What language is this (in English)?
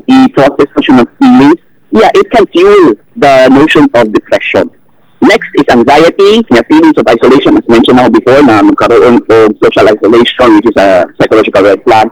Filipino